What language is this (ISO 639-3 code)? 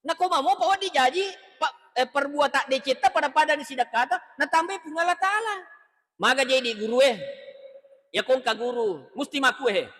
bug